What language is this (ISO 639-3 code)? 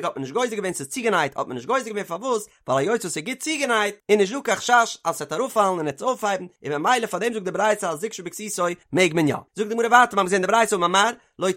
yid